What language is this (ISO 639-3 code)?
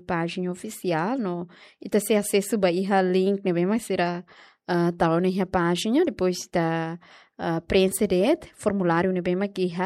tet